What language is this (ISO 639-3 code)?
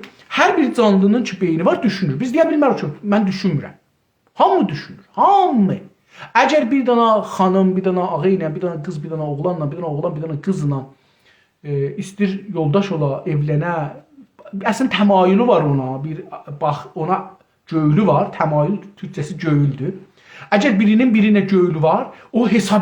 azb